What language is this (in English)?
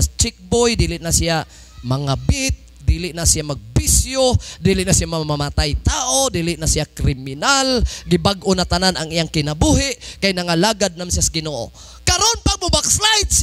Cebuano